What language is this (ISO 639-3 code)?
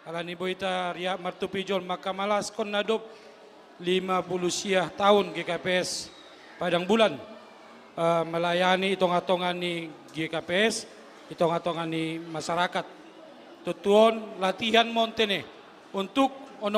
bts